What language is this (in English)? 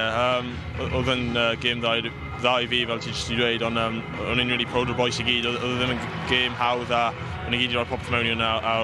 Welsh